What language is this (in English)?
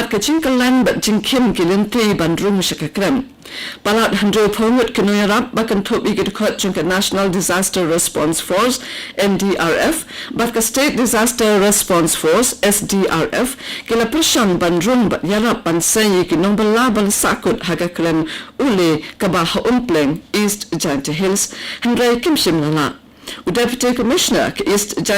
Khasi